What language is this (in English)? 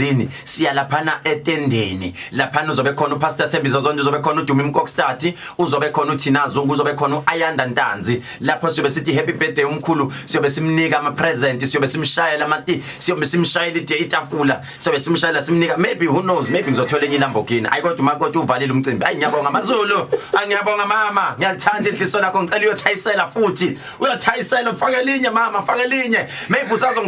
Zulu